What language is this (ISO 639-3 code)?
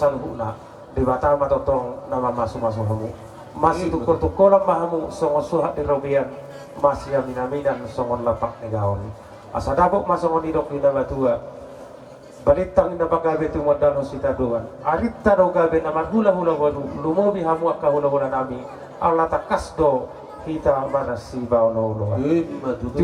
bbc